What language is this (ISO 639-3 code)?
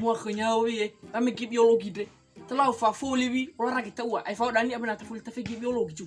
nia